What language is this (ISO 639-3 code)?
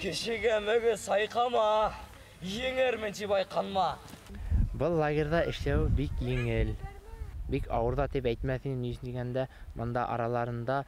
bak